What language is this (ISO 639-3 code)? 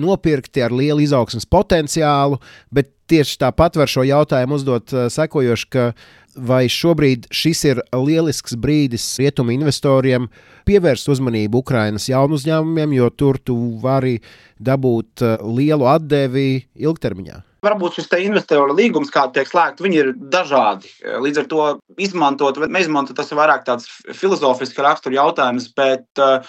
lav